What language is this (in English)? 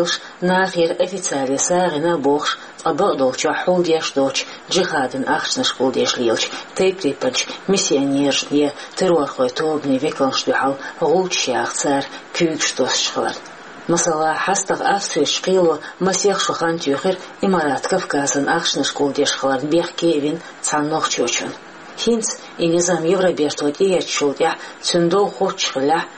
Chechen